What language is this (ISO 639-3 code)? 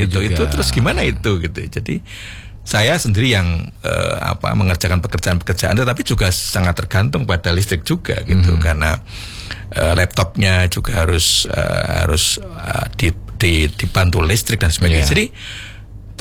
ind